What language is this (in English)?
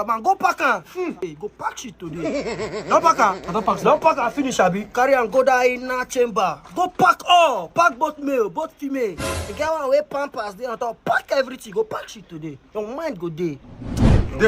Nigerian Pidgin